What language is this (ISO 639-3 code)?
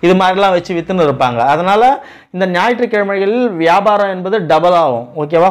tam